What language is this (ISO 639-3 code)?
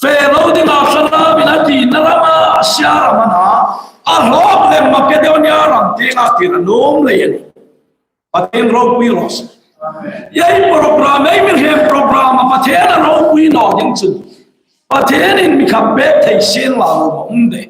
hmr